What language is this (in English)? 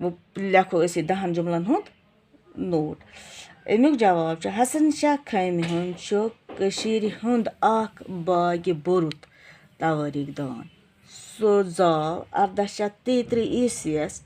Kashmiri